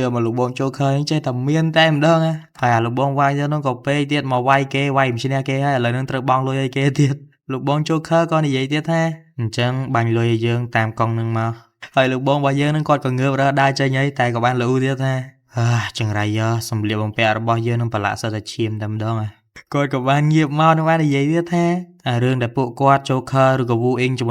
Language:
Khmer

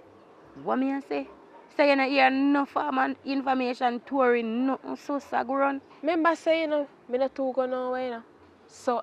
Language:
Jamaican Creole English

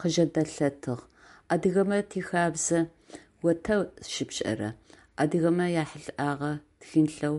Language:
Adyghe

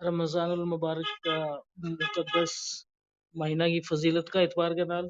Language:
Gujari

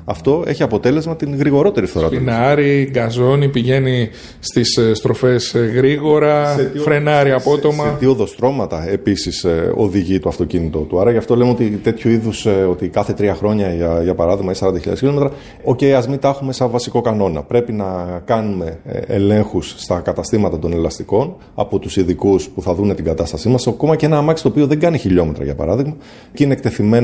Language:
Greek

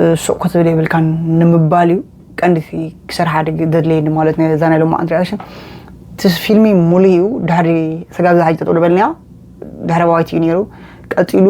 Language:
Tigrinya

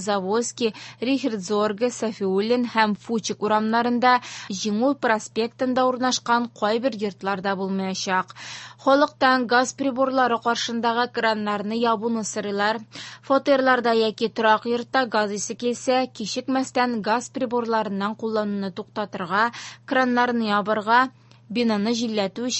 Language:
Tatar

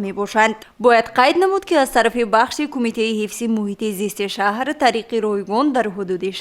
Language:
Tajik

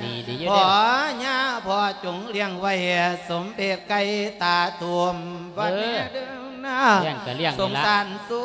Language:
Lao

